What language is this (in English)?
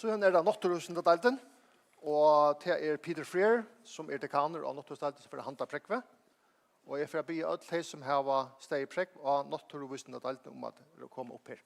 Faroese